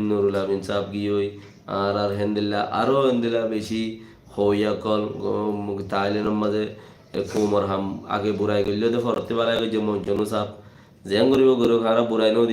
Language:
Rohingya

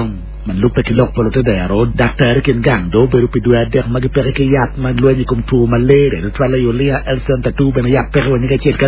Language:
Acoli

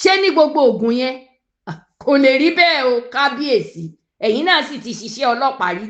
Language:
Yoruba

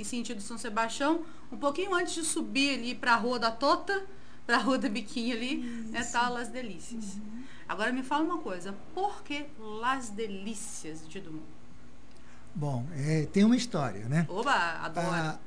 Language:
Portuguese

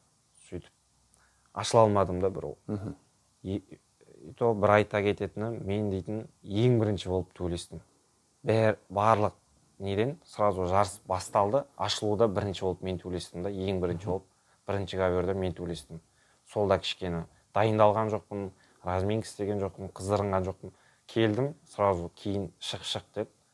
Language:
Kazakh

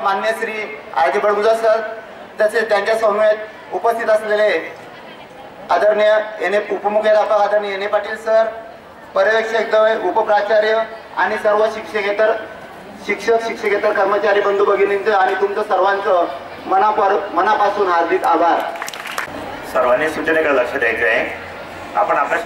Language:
Marathi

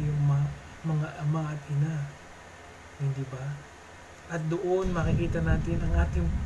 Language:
Filipino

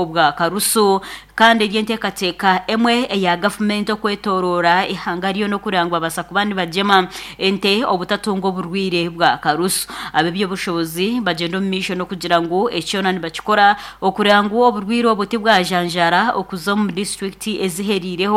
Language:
Nyankole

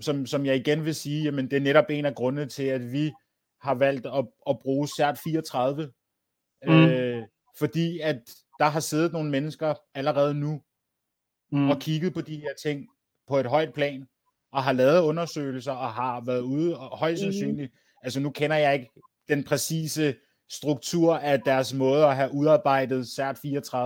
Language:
Danish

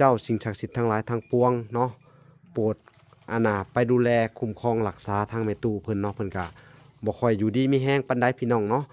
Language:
Lao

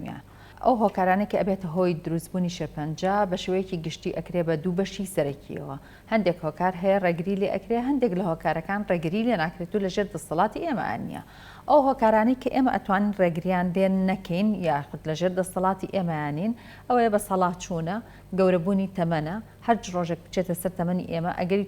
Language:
Central Kurdish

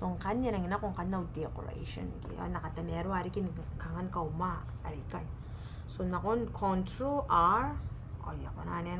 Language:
Gilbertese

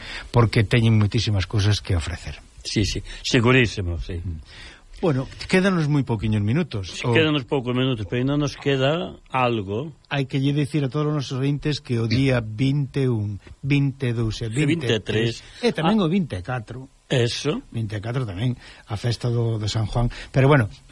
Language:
Galician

